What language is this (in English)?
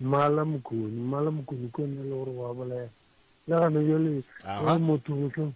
Northern Sotho